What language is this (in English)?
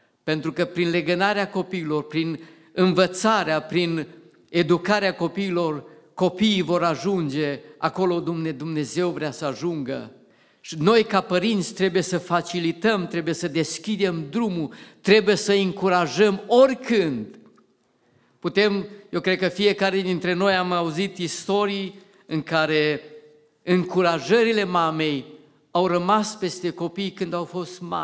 Romanian